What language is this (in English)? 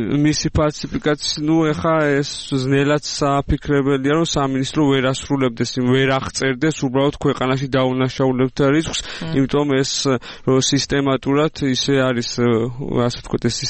Georgian